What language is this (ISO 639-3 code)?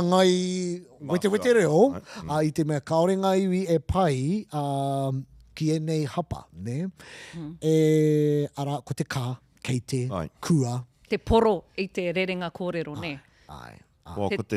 mri